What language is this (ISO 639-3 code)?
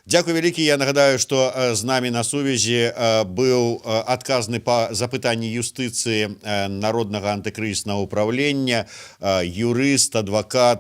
bel